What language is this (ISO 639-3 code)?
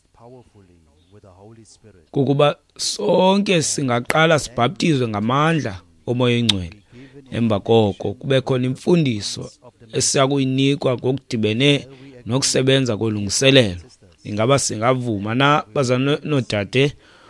xho